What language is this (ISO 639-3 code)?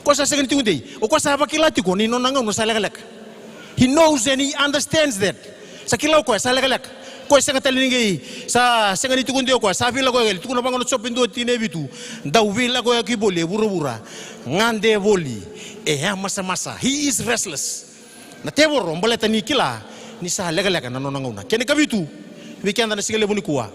fij